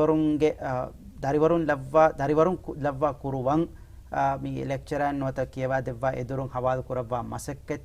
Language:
Divehi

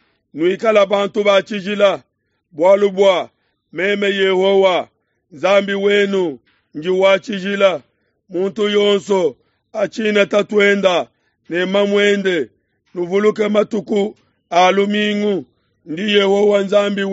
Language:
Luba-Lulua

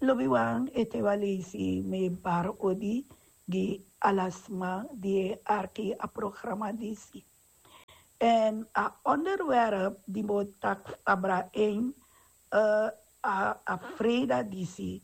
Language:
Sranan Tongo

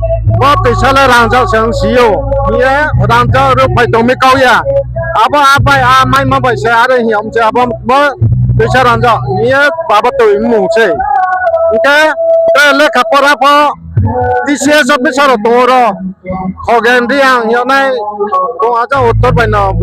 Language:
Riang (India)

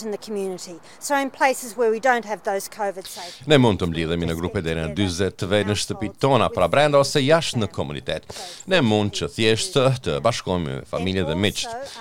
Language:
Albanian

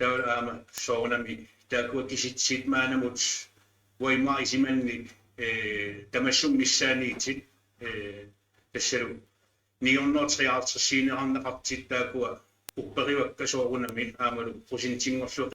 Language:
Kalaallisut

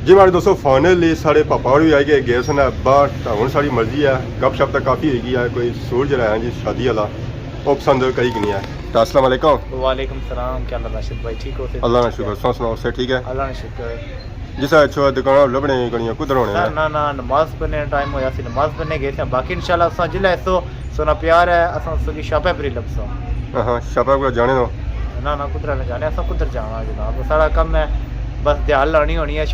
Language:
Pahari-Potwari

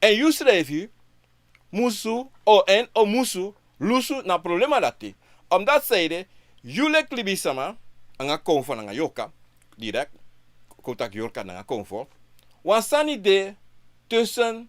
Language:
Sranan Tongo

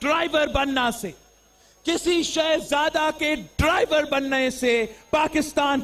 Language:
Urdu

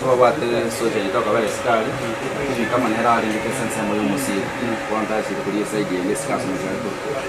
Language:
Gusii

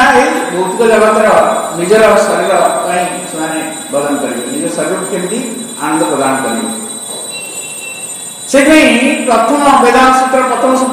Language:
Odia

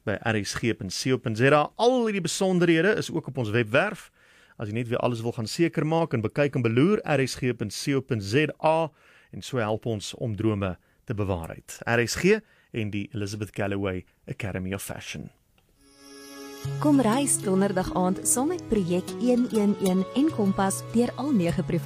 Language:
Afrikaans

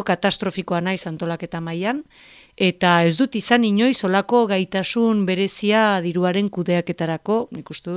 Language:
Basque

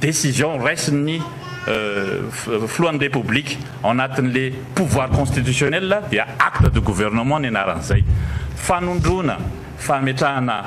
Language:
Malagasy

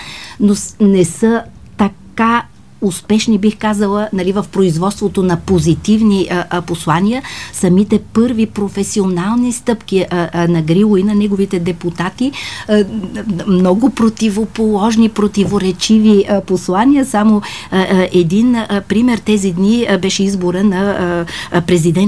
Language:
Bulgarian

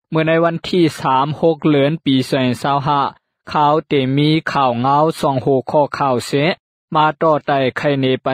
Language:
Lao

